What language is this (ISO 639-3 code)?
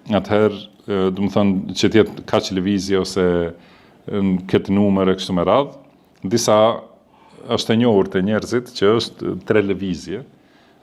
sqi